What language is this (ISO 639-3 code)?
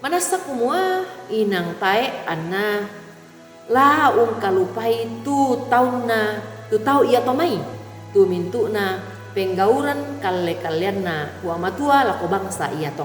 sda